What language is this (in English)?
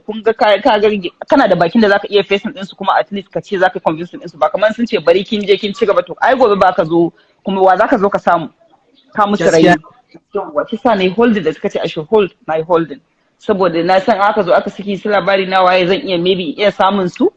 Hausa